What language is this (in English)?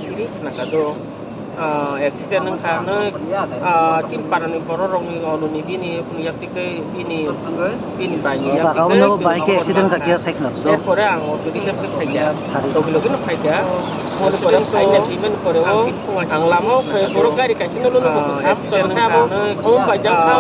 Kok Borok